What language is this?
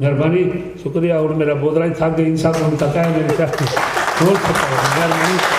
Saraiki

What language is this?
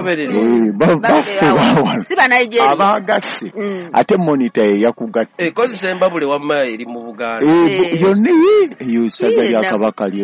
Ganda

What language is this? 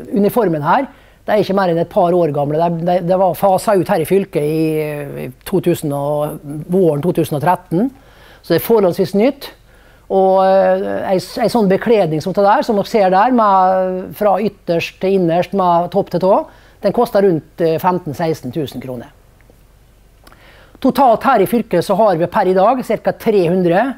Norwegian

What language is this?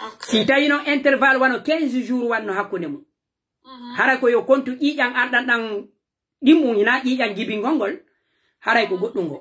Pular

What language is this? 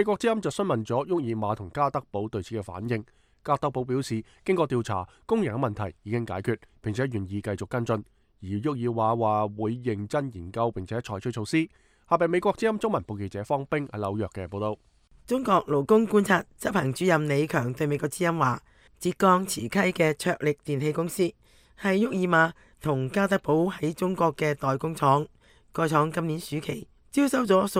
Cantonese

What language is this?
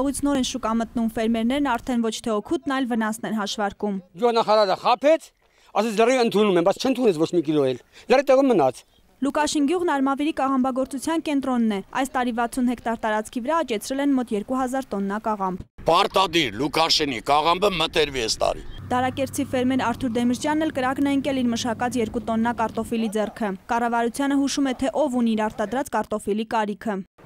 Armenian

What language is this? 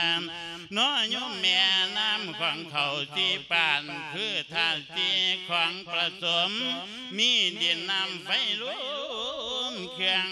Lao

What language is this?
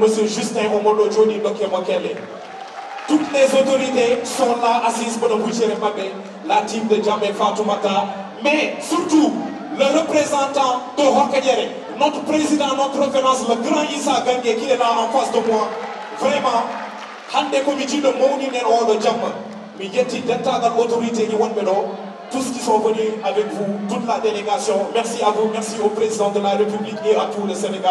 Fula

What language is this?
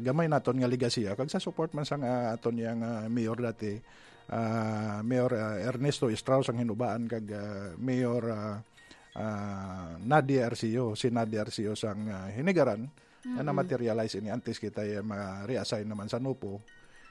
Hiligaynon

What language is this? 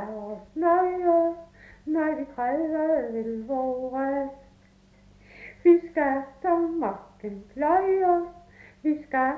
Danish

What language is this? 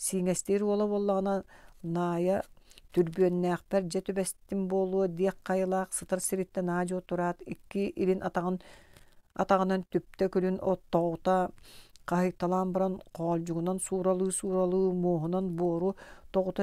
Yakut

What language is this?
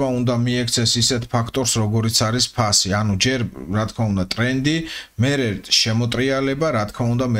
Georgian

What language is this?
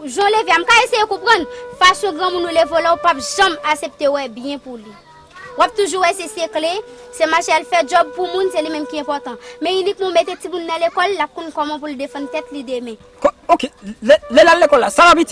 Haitian Creole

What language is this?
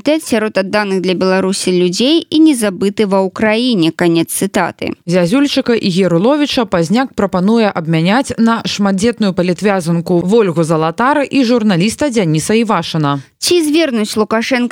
Belarusian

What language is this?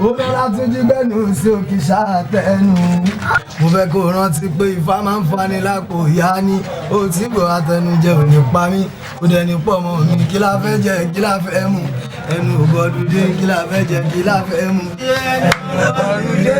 Yoruba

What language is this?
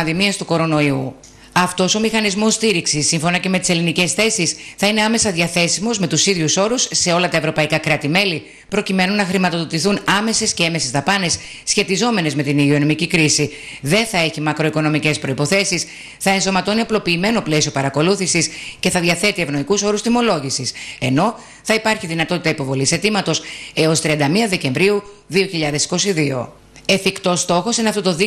Greek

